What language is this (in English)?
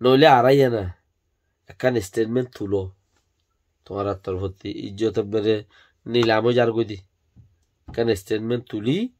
Rohingya